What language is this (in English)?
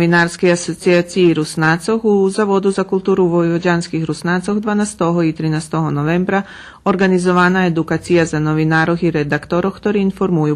Rusyn